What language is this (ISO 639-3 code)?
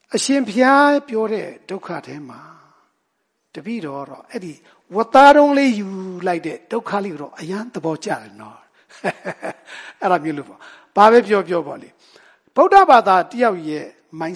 mya